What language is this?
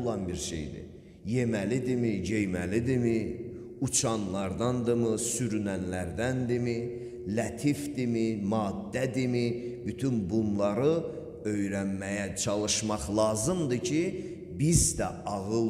Azerbaijani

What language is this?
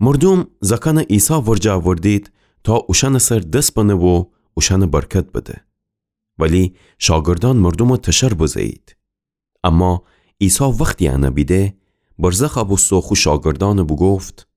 Gilaki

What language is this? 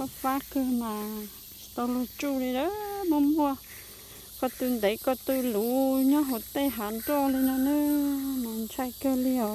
Hmong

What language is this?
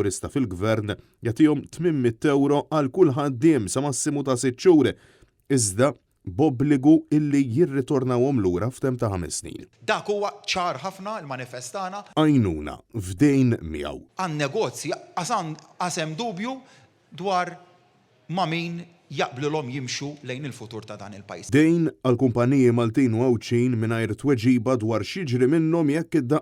Maltese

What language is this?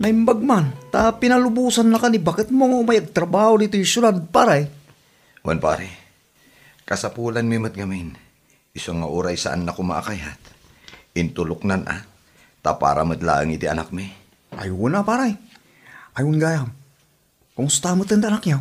Iloko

